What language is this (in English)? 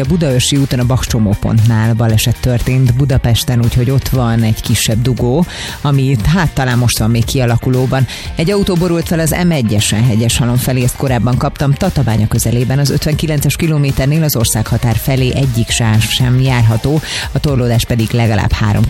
Hungarian